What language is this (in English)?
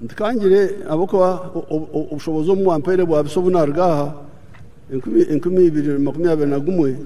Nyankole